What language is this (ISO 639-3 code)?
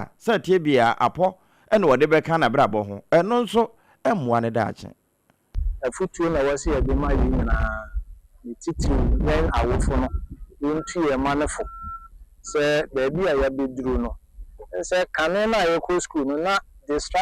aka